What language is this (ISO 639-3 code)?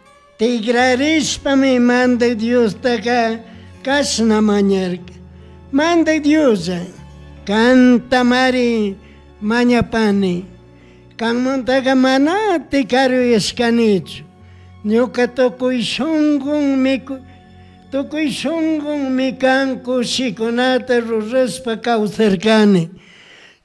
qug